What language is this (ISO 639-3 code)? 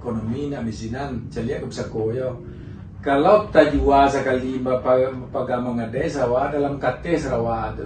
min